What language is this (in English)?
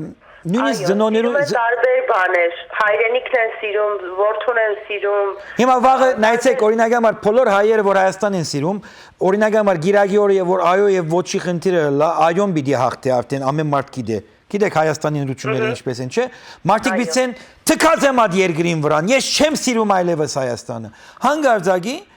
Western Armenian